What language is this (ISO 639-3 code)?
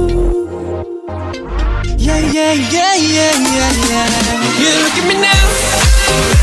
kor